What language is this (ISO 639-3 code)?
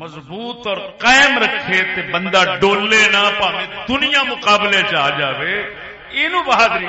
skr